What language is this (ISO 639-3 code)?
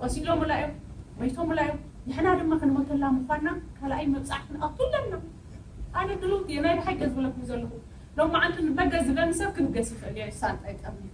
tir